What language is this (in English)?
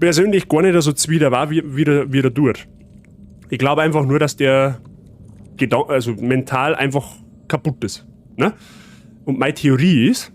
Bavarian